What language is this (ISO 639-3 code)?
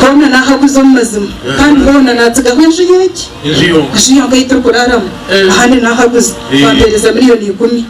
nyn